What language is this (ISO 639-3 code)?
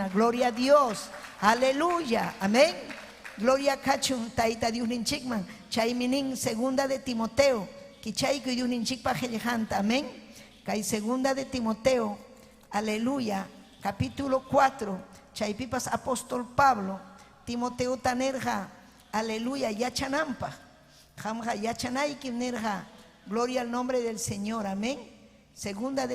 quy